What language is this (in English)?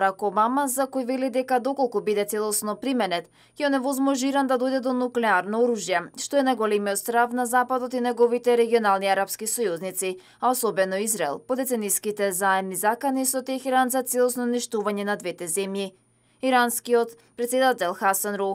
Macedonian